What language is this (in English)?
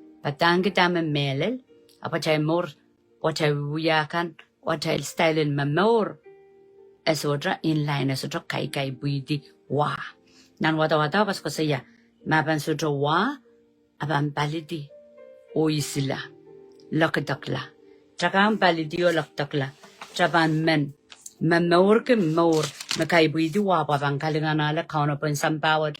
Pohnpeian